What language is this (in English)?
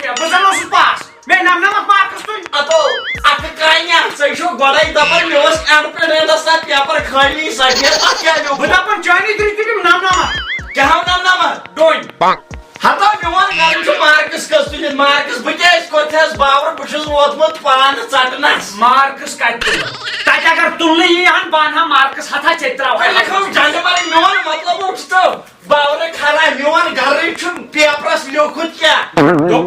Kashmiri